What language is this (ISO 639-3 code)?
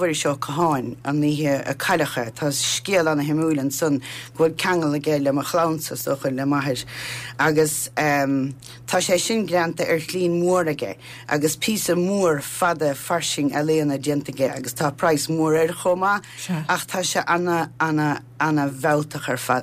gle